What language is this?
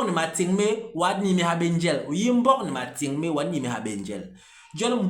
Basaa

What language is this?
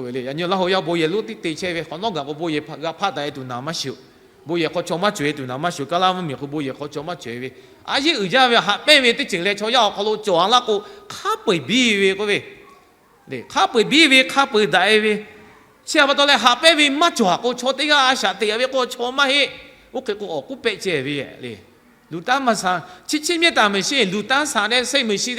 Lahu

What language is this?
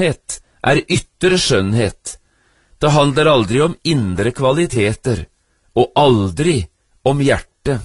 Norwegian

